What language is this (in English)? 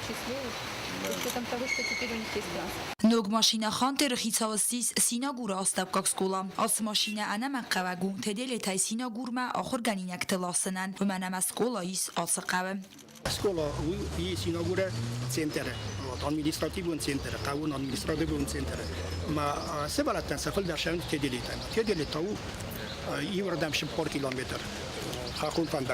Ossetic